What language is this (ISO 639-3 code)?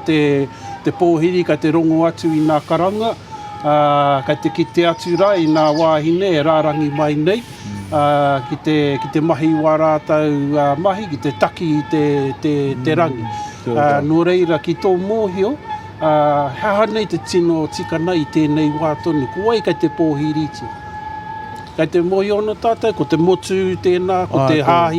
mri